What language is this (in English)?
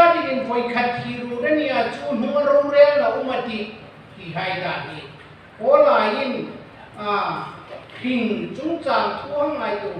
Hmar